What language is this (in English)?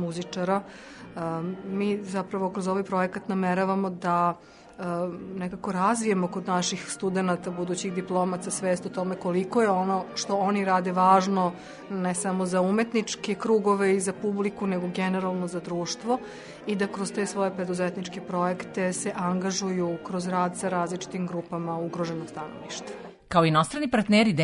Serbian